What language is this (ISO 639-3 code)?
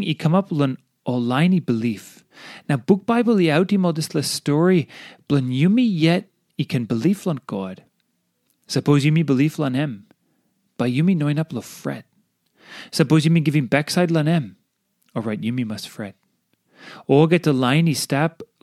tpi